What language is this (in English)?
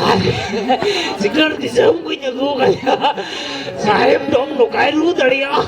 Santali